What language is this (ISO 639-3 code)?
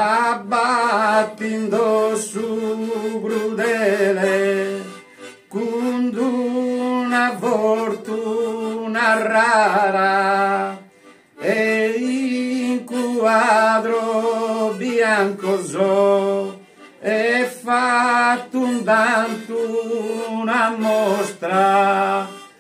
srd